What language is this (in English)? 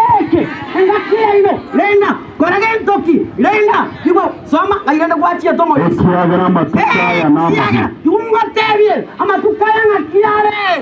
Gusii